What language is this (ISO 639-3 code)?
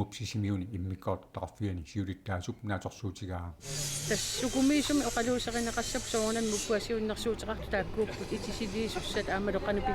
kal